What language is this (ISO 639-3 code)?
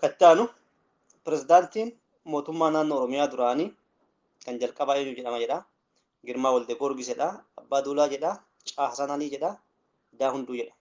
orm